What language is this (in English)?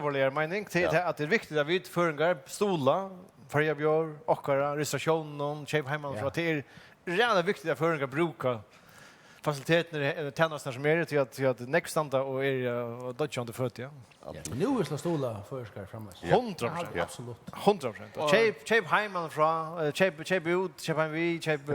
Faroese